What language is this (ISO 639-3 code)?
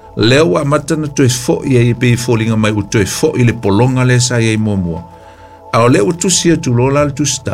smo